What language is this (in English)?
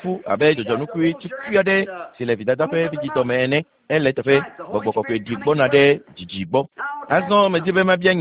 Ewe